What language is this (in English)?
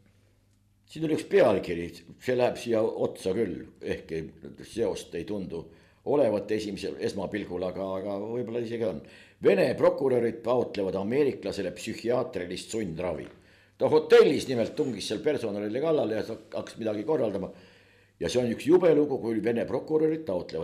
Estonian